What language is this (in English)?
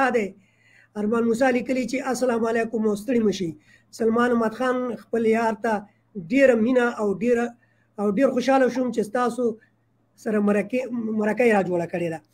Pashto